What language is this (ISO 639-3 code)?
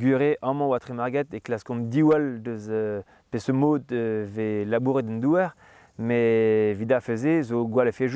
bre